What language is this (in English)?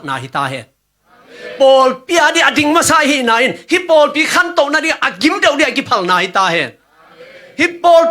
Tedim Chin